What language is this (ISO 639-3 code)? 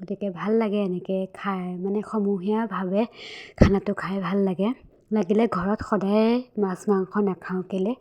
asm